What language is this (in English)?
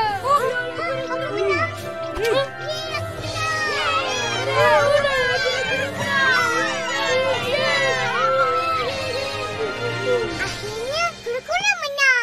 Malay